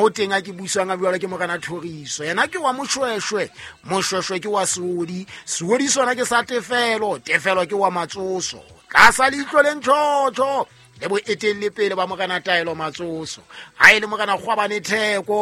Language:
Southern Sotho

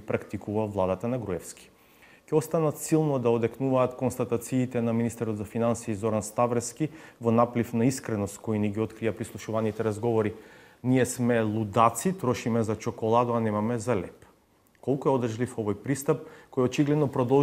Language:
Macedonian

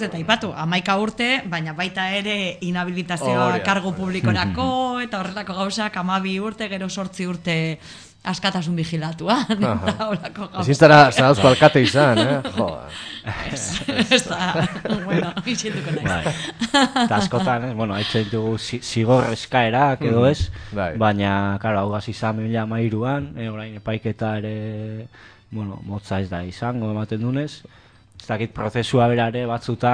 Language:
Basque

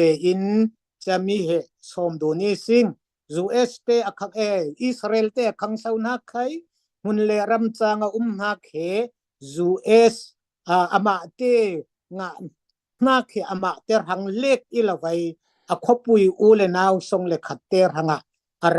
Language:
Falam Chin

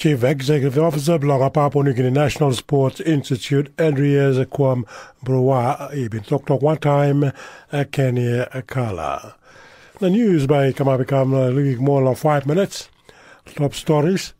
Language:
Tok Pisin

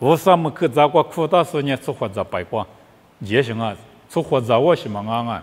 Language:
Lisu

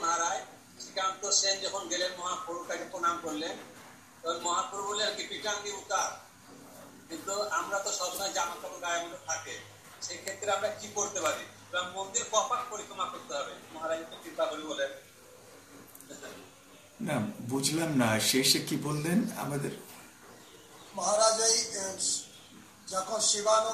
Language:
Bangla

